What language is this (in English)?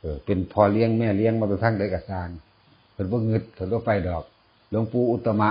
Northeastern Thai